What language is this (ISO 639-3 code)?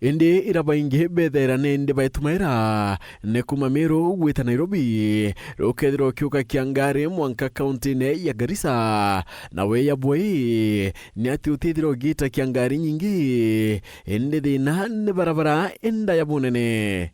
mer